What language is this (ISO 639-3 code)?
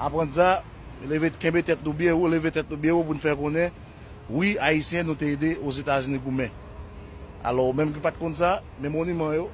hat